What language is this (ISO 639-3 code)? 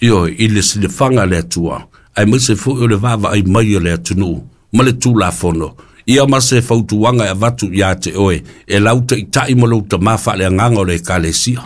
smo